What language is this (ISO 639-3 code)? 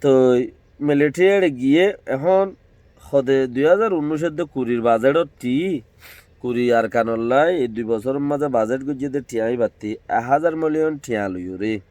rhg